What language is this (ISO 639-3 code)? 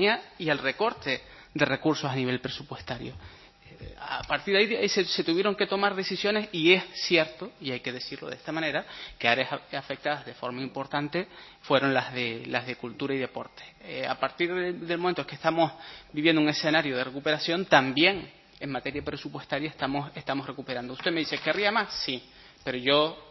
spa